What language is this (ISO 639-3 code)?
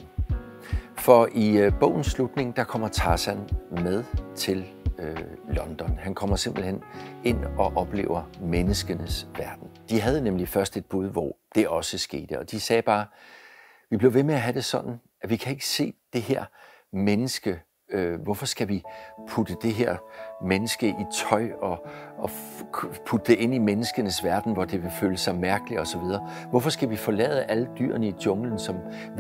dan